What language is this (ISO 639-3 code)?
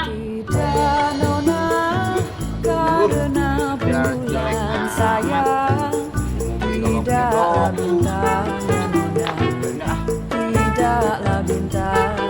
bew